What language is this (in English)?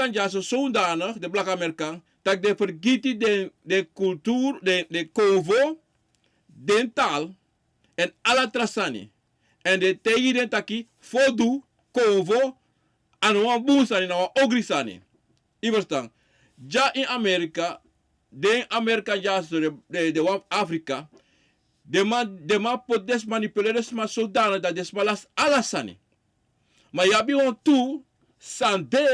Sranan Tongo